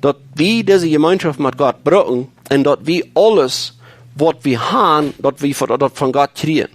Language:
Plautdietsch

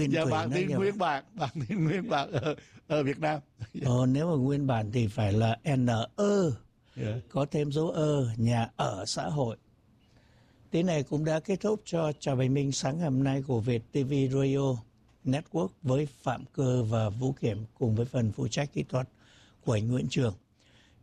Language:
Vietnamese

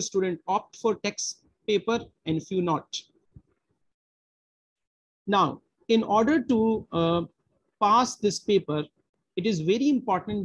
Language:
English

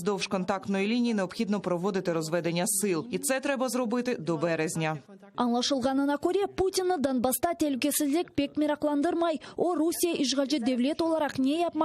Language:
Crimean Tatar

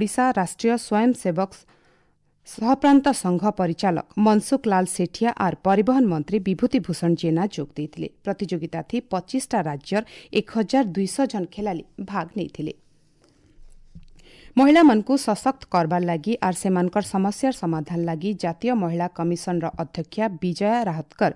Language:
Odia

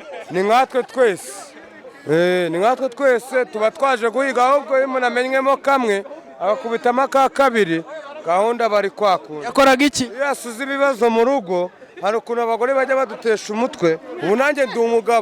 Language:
Kinyarwanda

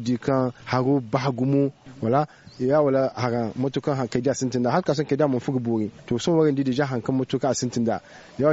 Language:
Zarma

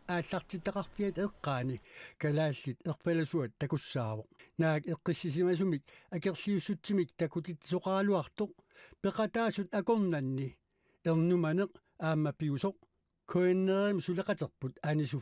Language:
Kalaallisut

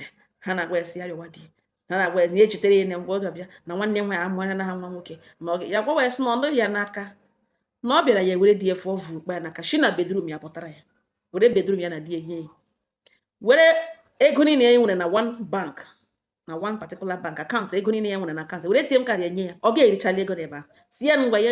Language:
Igbo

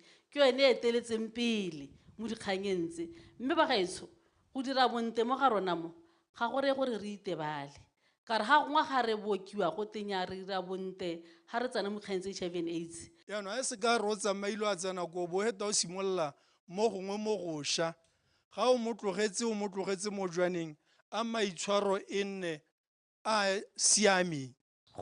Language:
Tswana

